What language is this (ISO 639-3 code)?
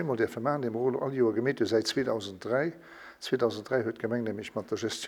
ltz